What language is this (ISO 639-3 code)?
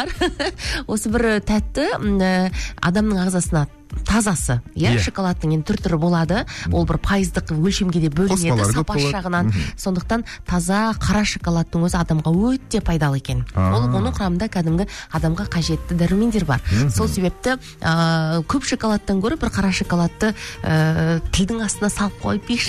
kaz